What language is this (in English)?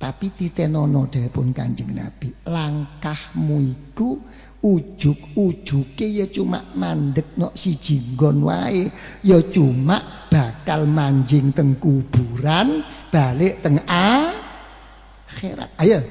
Javanese